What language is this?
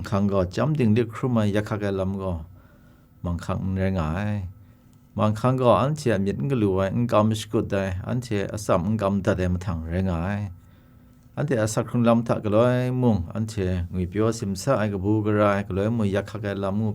Kachin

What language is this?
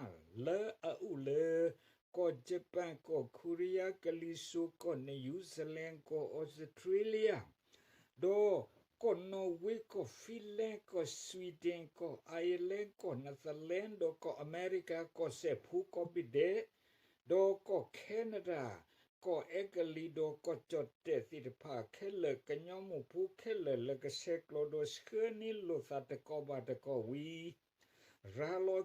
S'gaw Karen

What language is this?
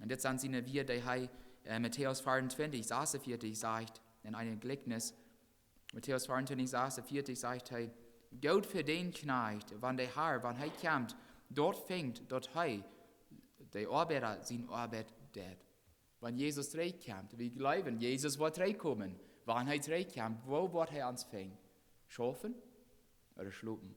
Plautdietsch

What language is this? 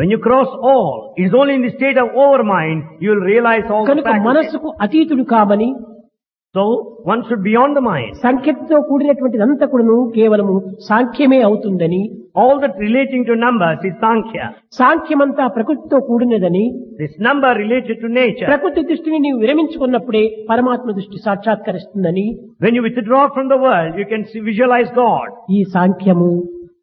Telugu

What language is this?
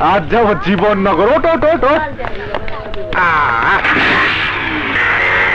Bangla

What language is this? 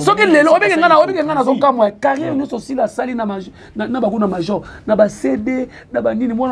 Lingala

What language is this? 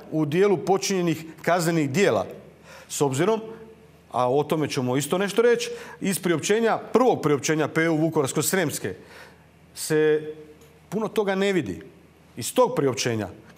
Croatian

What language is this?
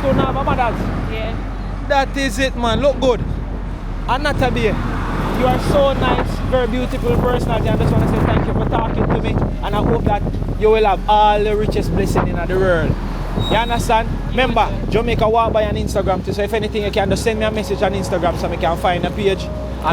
Jamaican Creole English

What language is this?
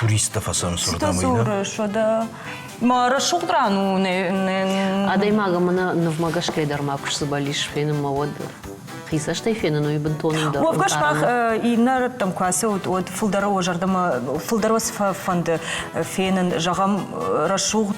Ossetic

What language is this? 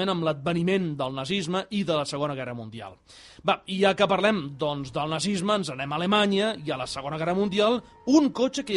Catalan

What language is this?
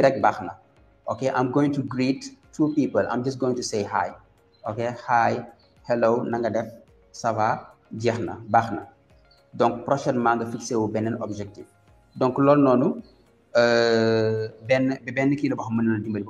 Wolof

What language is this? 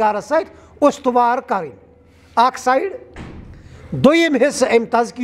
Kashmiri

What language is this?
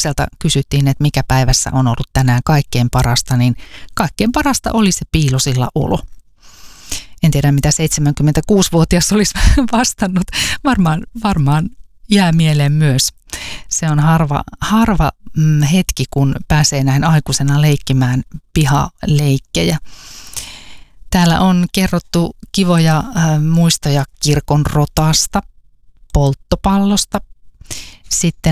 Finnish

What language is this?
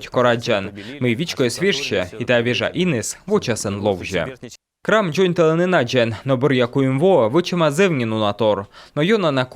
Komi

